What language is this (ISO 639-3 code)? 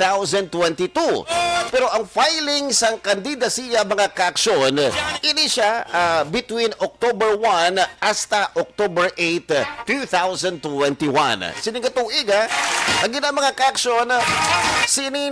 hil